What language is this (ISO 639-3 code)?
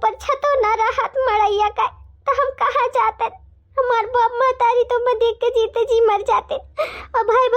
awa